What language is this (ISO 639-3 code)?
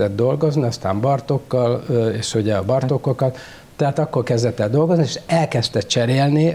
hun